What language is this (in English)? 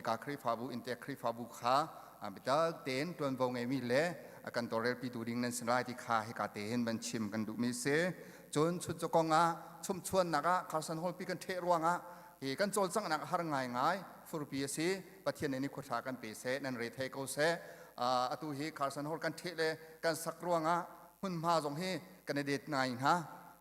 Hakha Chin